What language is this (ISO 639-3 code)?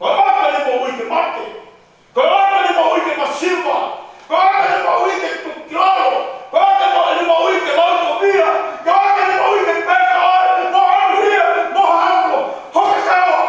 ton